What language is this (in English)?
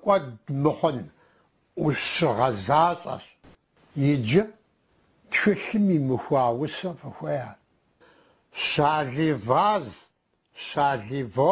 Kabardian